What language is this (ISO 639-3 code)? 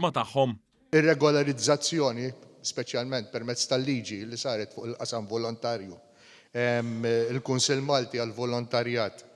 mlt